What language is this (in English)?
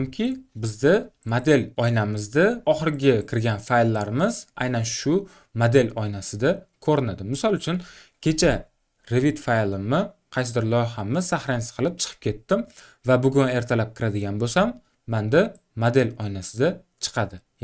Uzbek